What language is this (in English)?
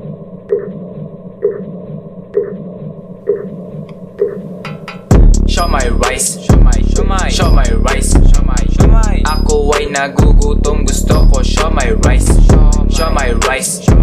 Filipino